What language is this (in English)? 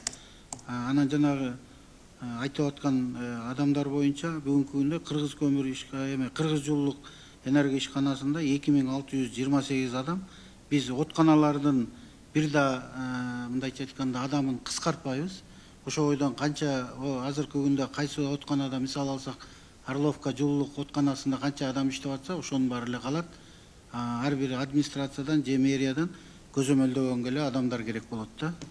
Kyrgyz